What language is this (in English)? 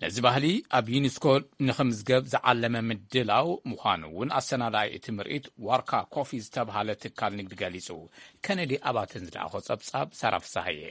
Tigrinya